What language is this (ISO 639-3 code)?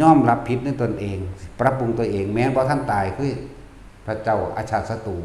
tts